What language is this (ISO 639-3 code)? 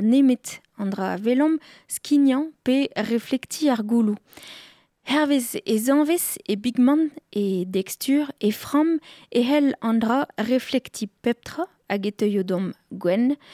bre